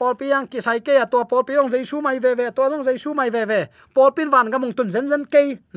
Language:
Tedim Chin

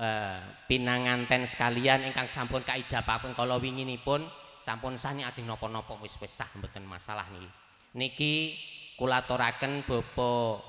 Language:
Javanese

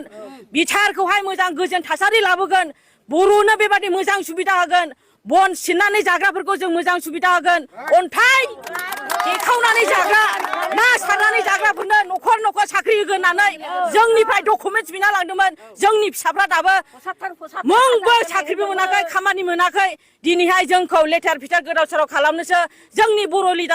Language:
Bodo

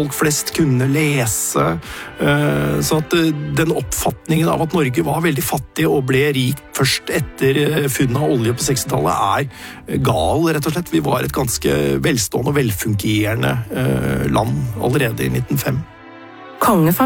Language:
Norwegian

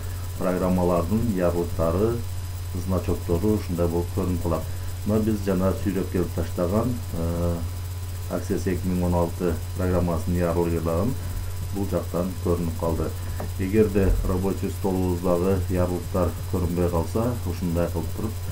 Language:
Kyrgyz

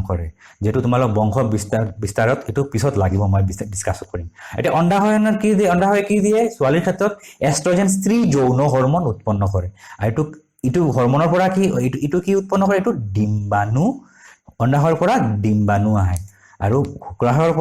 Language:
Assamese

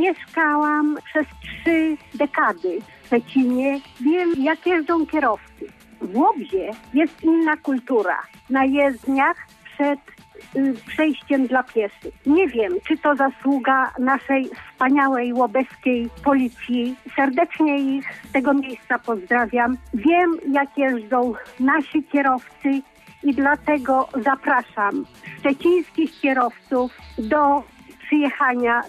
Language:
Polish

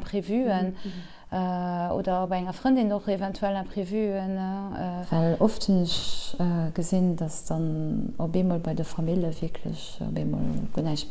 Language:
Luxembourgish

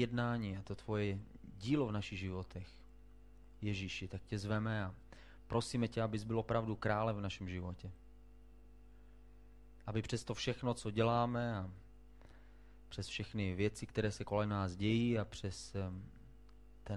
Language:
Czech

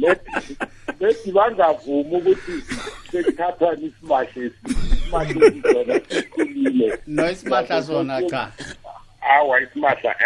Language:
South Ndebele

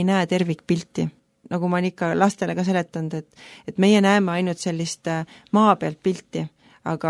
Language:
Estonian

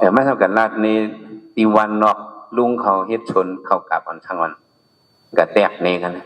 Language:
Shan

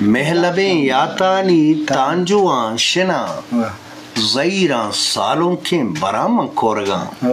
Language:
Eastern Balochi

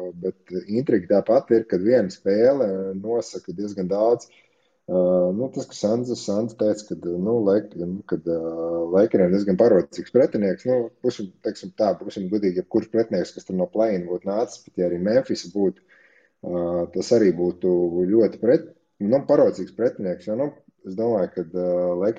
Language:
Latvian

